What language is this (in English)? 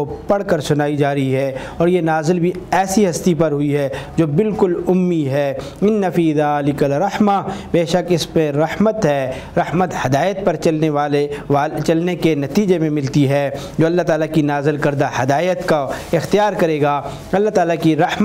Urdu